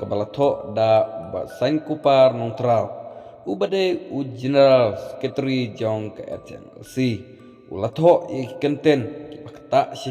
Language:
Khasi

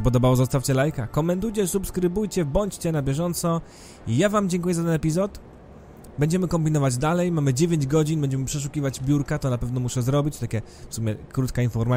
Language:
Polish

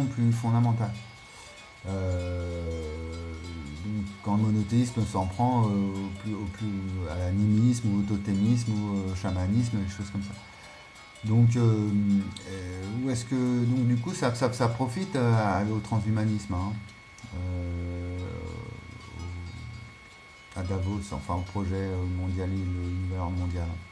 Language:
French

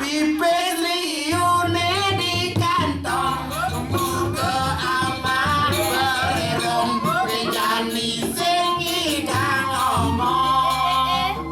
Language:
Balinese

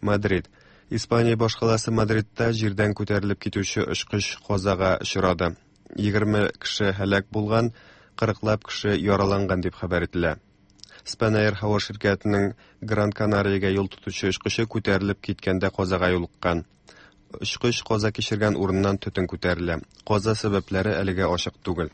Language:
Tatar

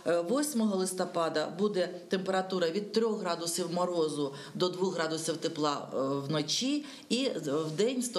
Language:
Ukrainian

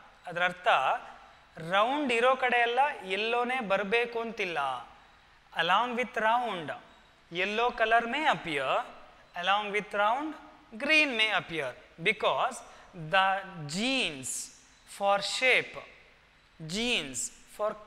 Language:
Kannada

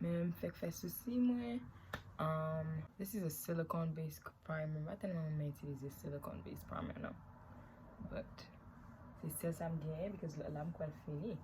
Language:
Haitian Creole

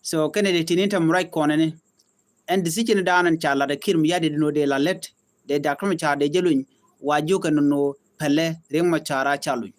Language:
Nuer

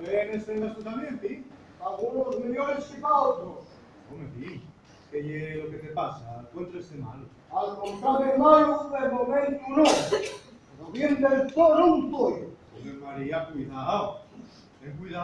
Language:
Asturian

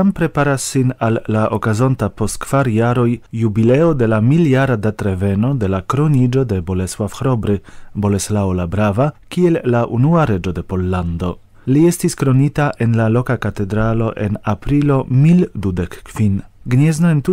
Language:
Esperanto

